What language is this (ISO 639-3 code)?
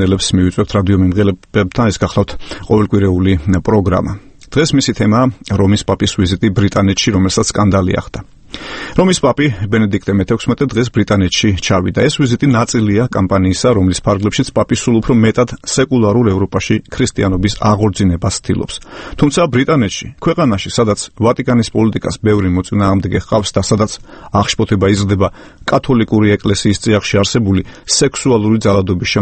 kat